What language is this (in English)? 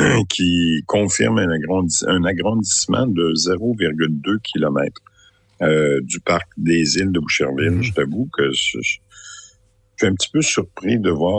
French